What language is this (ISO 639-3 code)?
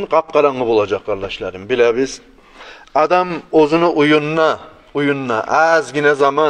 kum